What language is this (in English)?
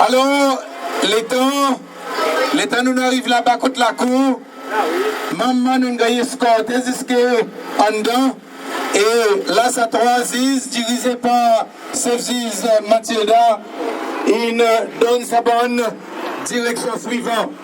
Seselwa Creole French